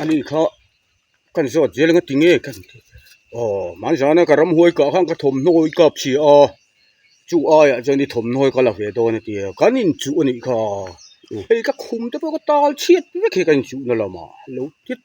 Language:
Mizo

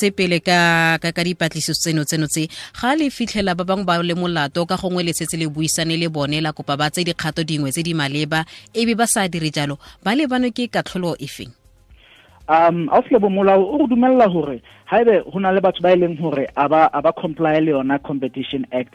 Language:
Southern Sotho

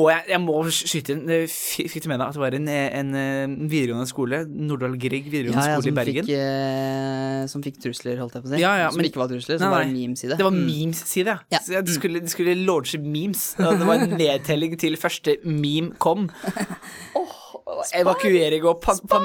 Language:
Norwegian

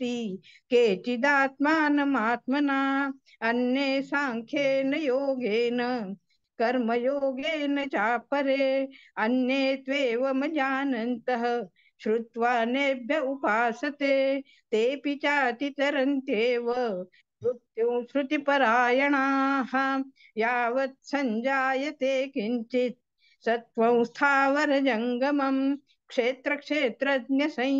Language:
Sanskrit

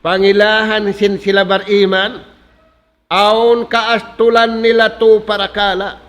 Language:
Tausug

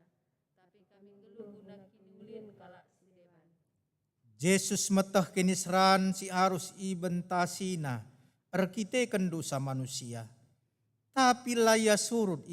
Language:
Batak Karo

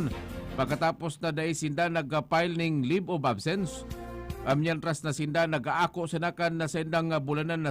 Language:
Bikol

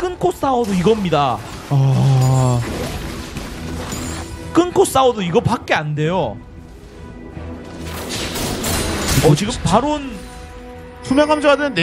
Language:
Korean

